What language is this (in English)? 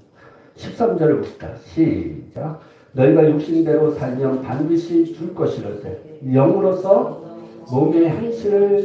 Korean